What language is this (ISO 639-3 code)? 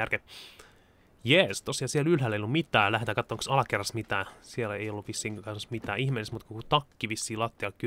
fin